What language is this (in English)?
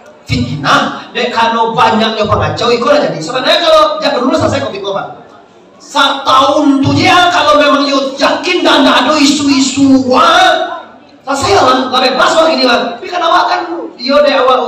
Minangkabau